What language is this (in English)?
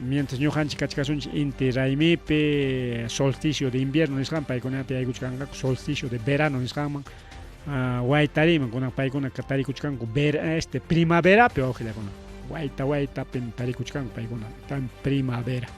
Ayacucho Quechua